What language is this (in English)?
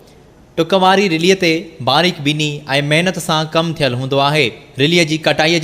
Sindhi